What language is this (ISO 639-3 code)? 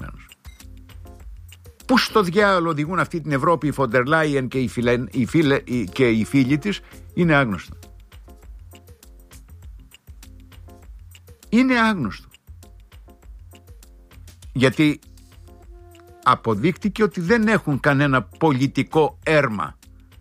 ell